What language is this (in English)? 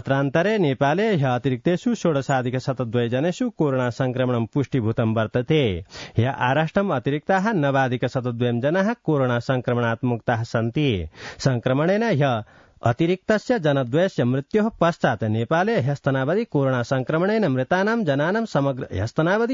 Sanskrit